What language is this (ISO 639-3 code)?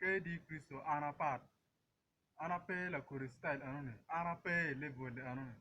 ach